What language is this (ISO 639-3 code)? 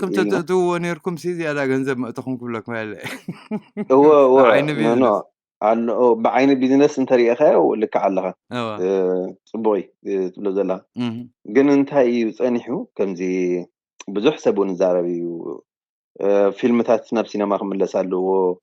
tir